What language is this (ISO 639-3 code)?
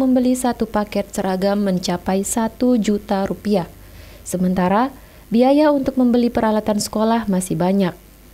ind